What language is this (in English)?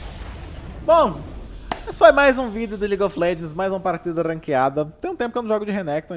Portuguese